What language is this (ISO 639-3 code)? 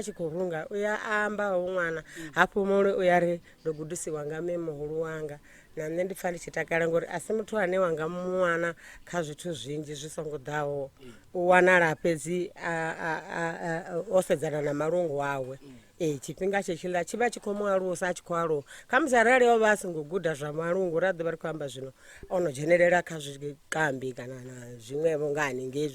ven